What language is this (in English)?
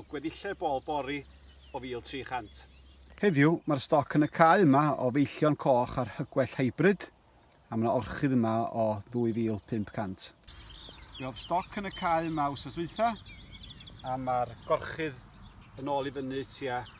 Welsh